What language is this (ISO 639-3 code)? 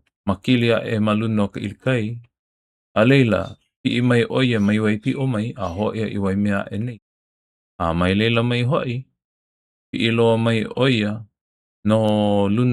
haw